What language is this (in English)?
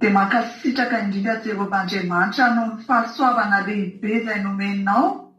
Malagasy